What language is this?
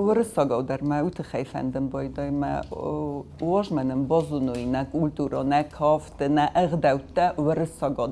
Ossetic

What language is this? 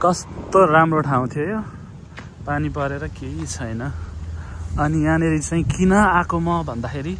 Nepali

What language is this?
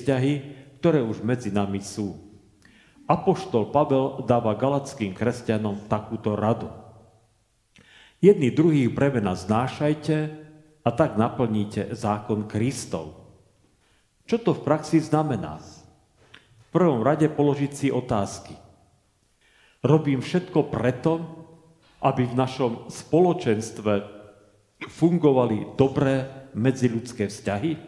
Slovak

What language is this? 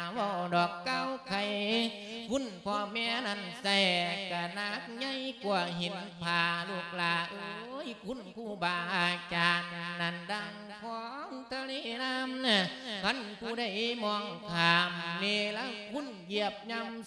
Lao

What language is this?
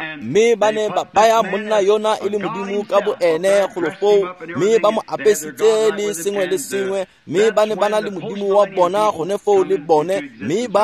Tswana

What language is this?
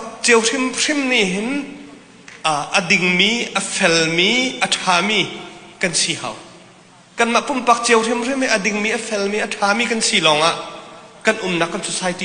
Hakha Chin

